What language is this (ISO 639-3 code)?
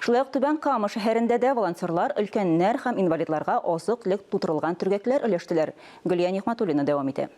tat